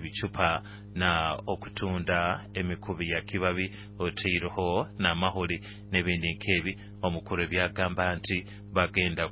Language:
Nyoro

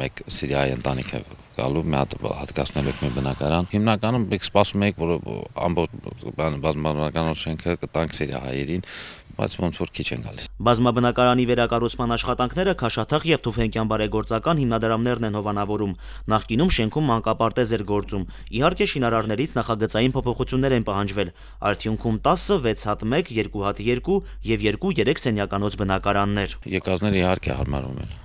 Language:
Armenian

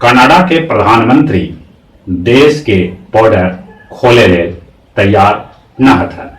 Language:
Magahi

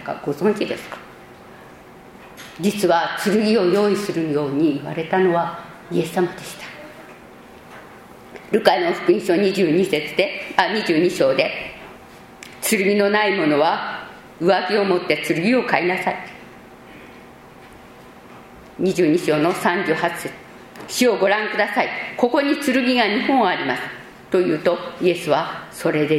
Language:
Japanese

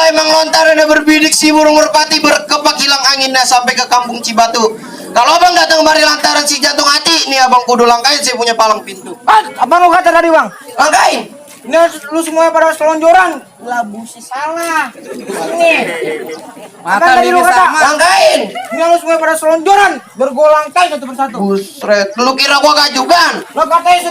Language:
Betawi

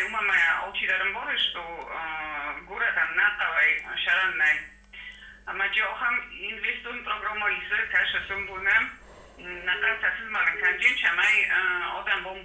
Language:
Ossetic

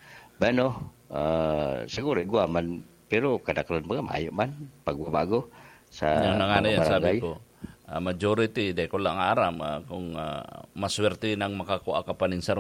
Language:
Bikol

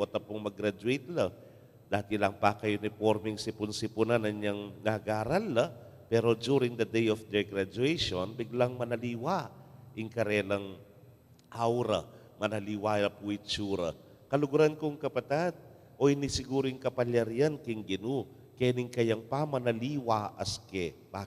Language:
Pampanga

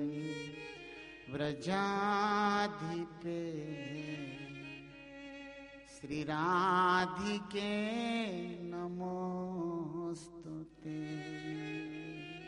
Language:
Hindi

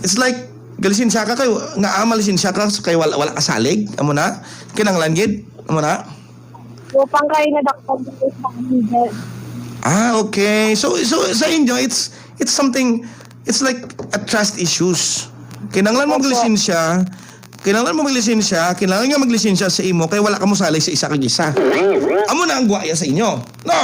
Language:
Hiligaynon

